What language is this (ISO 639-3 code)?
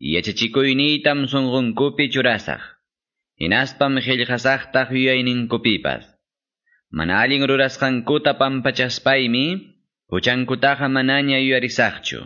que